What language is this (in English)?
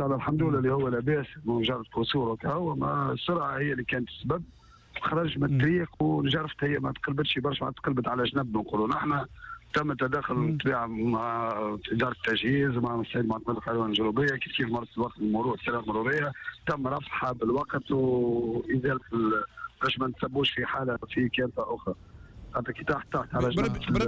Tunisian Arabic